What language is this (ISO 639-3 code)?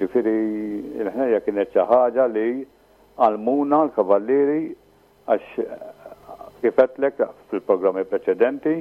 mlt